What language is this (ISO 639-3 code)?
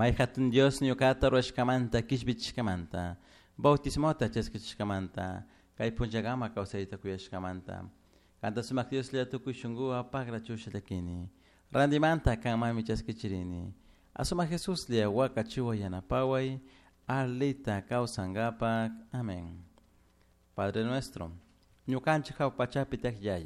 qug